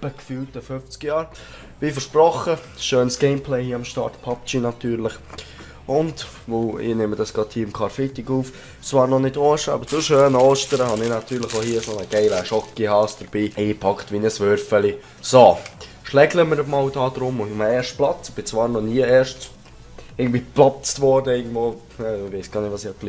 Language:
Swiss German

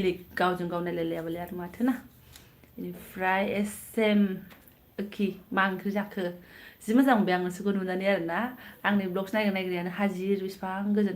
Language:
Bodo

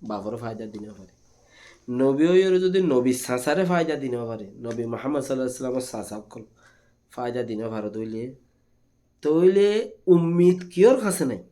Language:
Rohingya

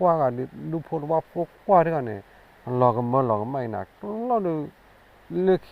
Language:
S'gaw Karen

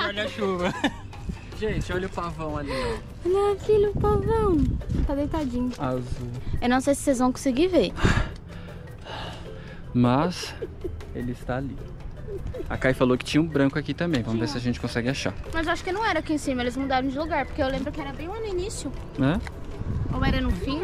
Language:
Portuguese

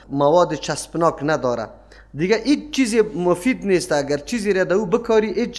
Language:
Persian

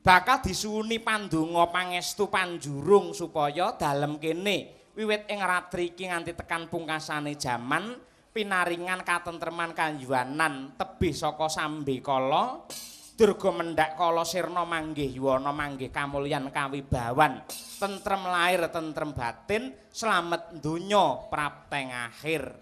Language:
Javanese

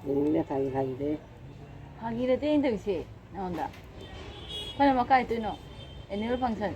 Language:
Manipuri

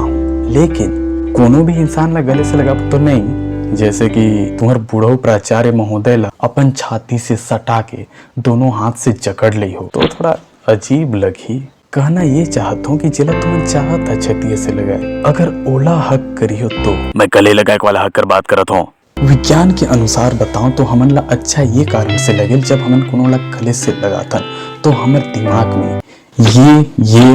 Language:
Chhattisgarhi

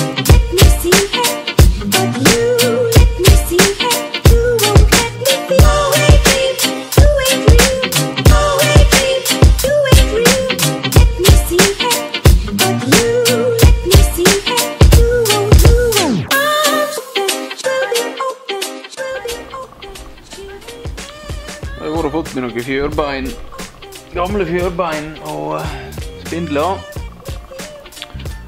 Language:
Norwegian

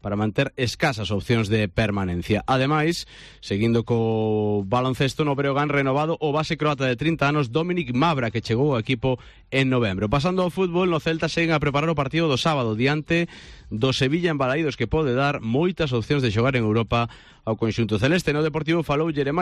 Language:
Galician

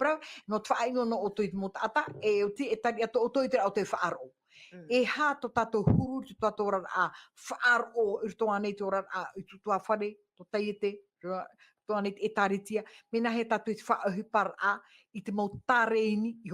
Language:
Tahitian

